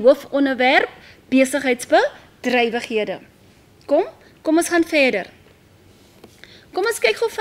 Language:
Afrikaans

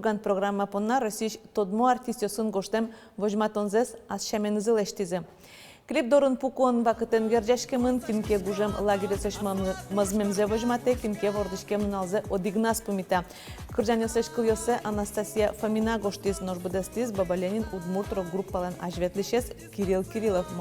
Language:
Udmurt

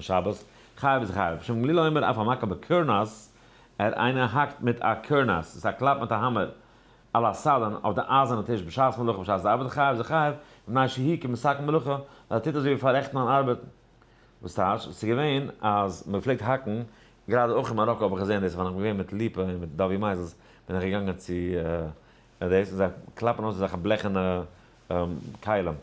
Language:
Yiddish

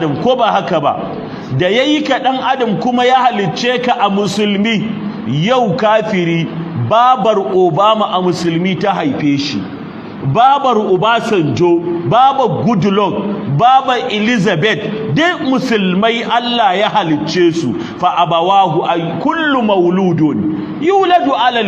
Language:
Hausa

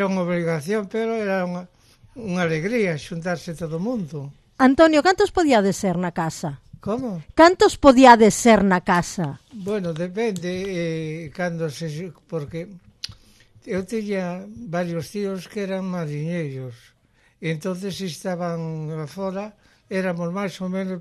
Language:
Galician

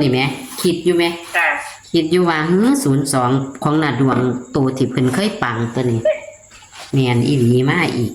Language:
Northeastern Thai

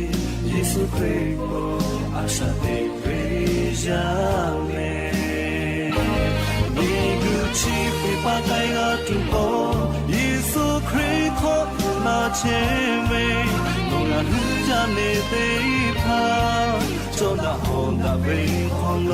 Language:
Lahu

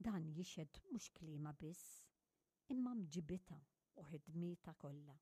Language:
Maltese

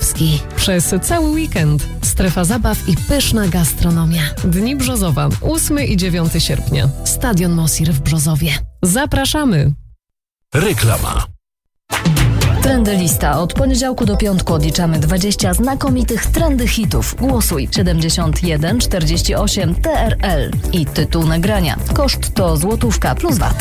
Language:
Polish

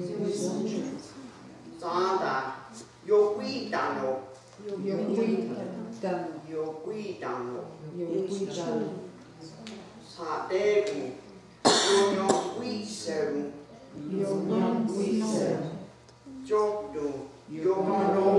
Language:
Mohawk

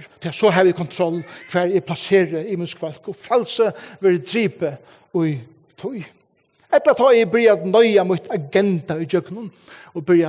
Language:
Faroese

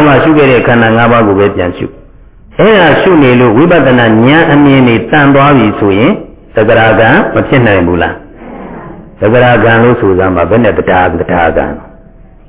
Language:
Burmese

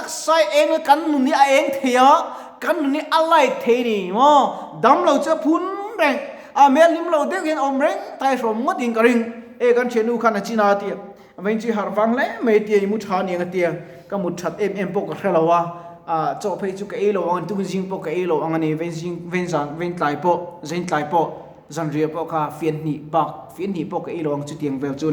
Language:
Mizo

